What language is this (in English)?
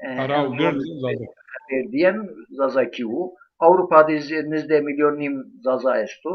Zaza